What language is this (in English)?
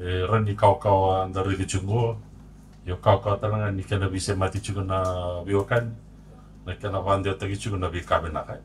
Fijian